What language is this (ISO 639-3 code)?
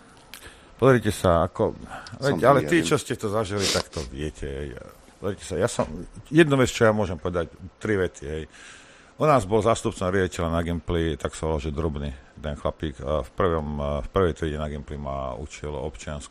slk